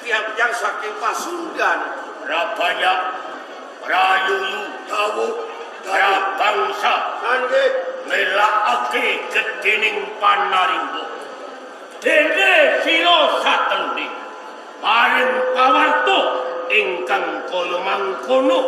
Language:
Javanese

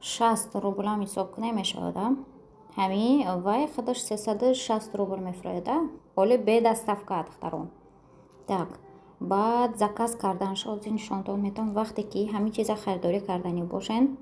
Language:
Tajik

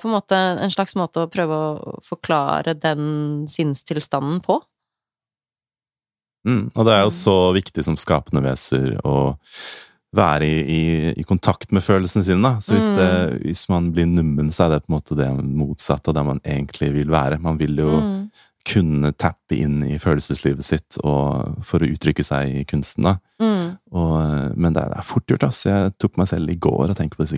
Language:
Norwegian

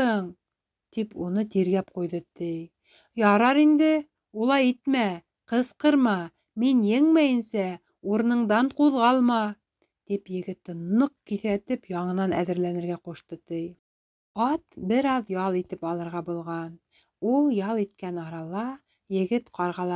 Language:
Bashkir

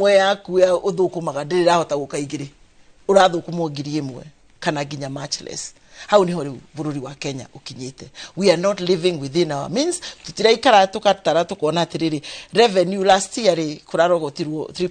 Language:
Kikuyu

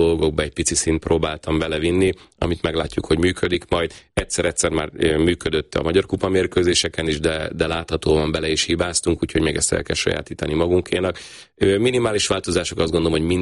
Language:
Hungarian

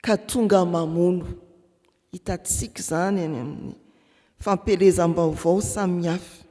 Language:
Malagasy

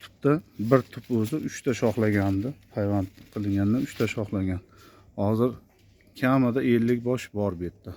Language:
Uzbek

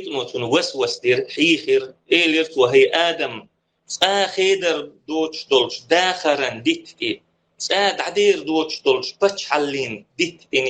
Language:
Chechen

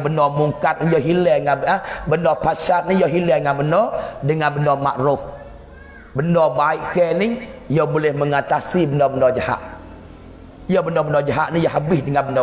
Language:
Pattani Malay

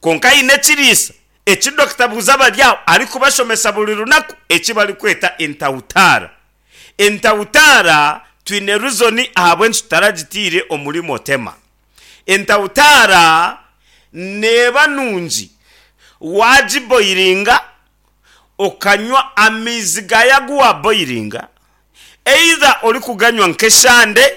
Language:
Nyankole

